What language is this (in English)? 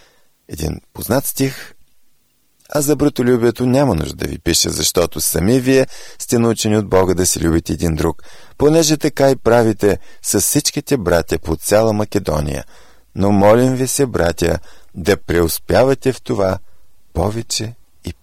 Bulgarian